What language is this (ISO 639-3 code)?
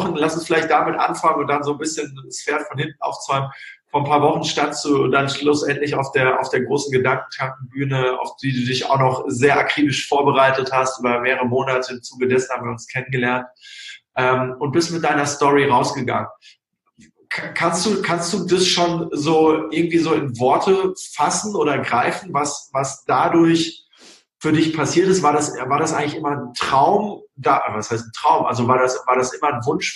deu